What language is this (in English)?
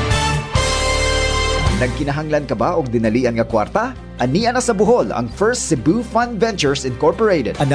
Cebuano